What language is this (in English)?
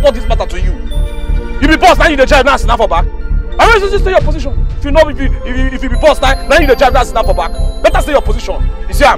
Nigerian Pidgin